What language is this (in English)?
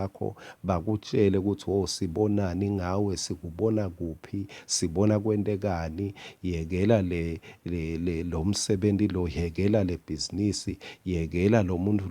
Swati